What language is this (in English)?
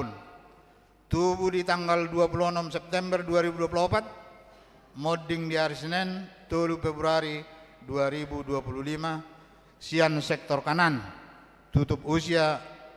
Batak Toba